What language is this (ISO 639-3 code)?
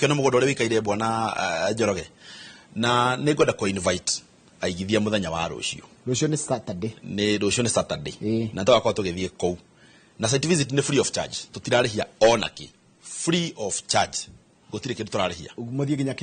kik